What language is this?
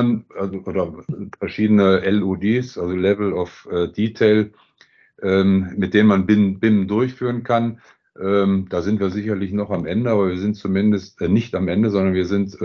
German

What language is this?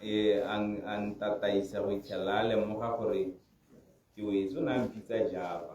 Tswana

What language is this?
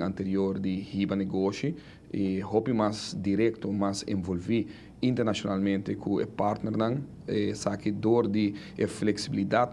Papiamento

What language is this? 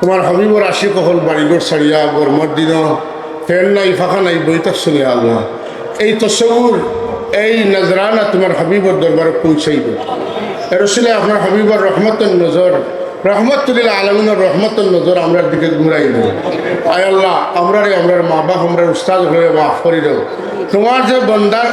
Sylheti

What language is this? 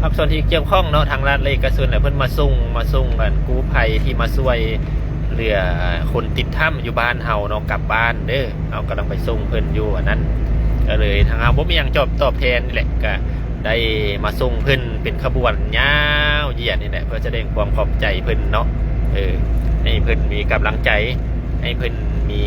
Lao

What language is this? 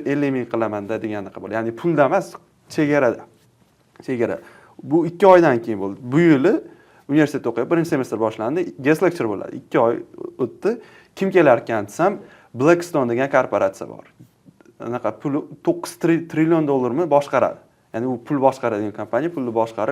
Uzbek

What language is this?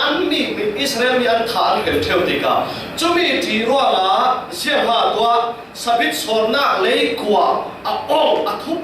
Falam Chin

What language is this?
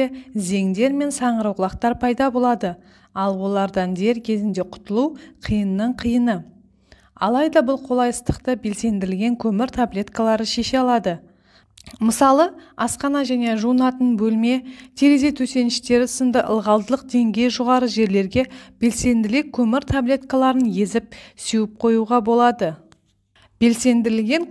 Kazakh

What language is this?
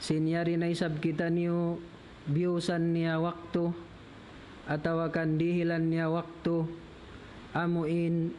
Tausug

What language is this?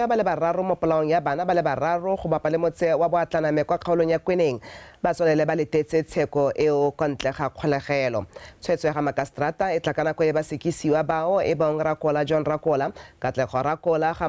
Tswana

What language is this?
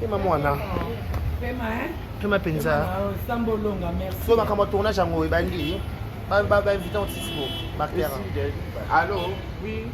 Lingala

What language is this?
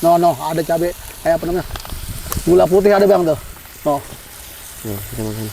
Betawi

